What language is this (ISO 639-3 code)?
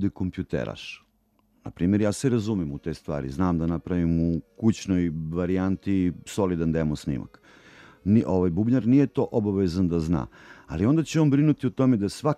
srp